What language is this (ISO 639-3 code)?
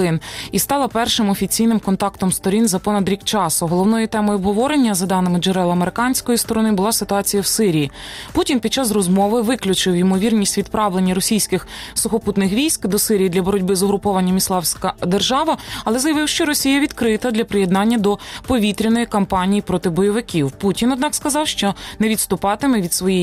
ukr